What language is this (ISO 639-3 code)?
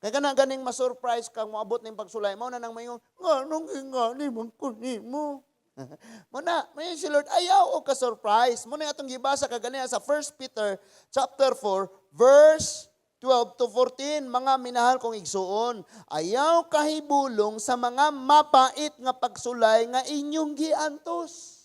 ceb